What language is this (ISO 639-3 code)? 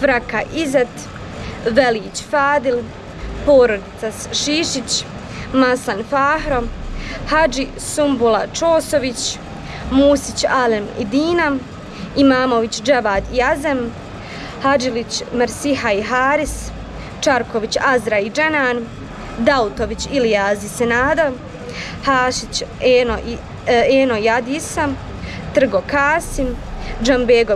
bos